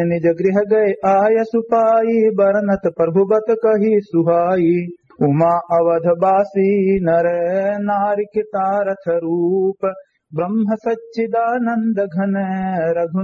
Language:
Awadhi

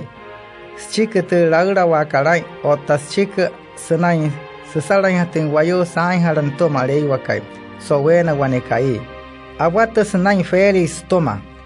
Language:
Wayuu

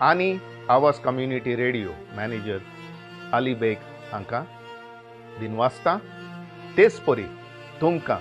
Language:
Konkani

